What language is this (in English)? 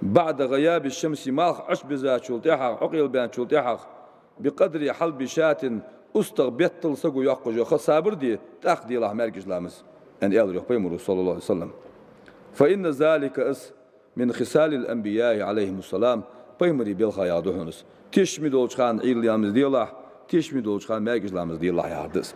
Ingush